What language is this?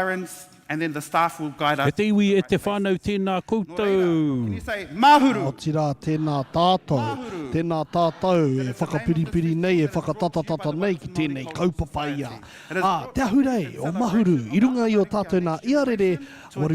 Māori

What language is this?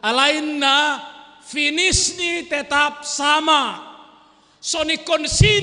Batak Simalungun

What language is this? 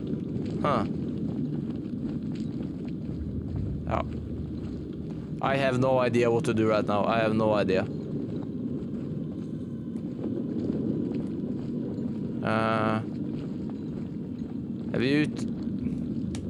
Norwegian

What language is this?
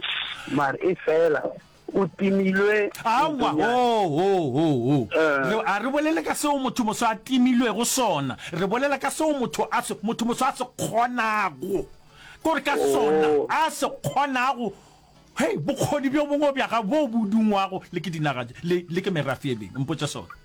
Northern Sotho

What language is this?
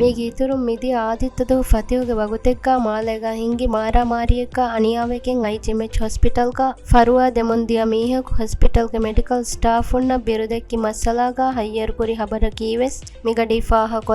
Divehi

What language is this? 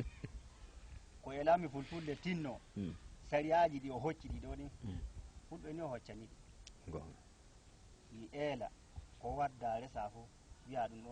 Fula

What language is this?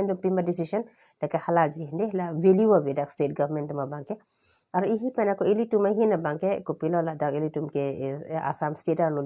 Karbi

